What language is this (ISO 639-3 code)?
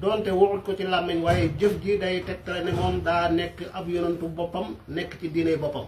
wol